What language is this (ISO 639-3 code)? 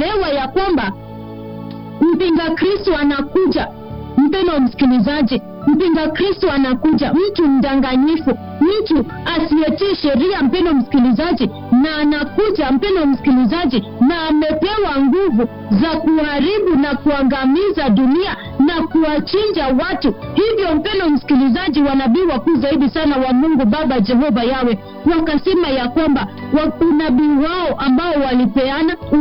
swa